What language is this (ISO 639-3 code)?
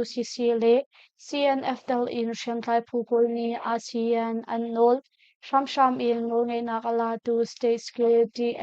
cnh